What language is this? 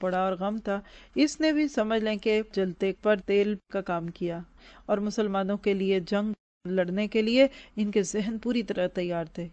Urdu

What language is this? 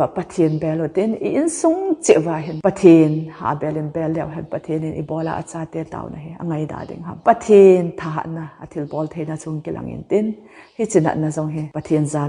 Thado Chin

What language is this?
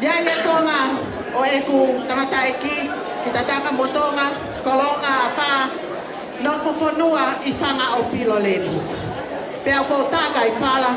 Tongan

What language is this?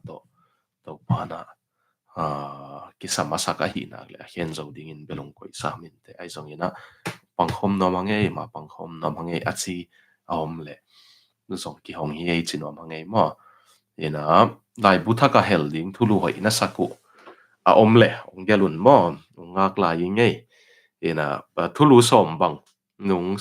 Tedim Chin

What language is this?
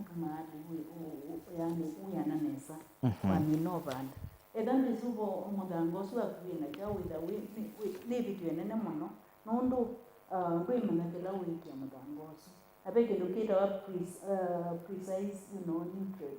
Kamba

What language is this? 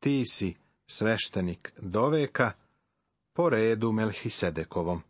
Serbian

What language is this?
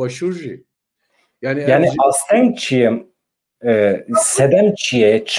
Kurdish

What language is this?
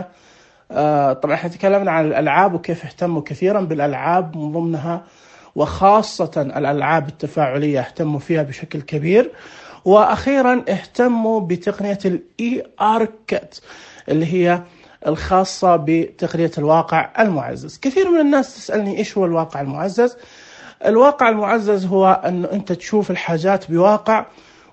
Najdi Arabic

